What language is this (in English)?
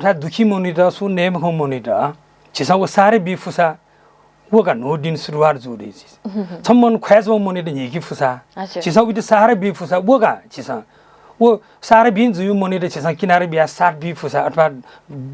Newari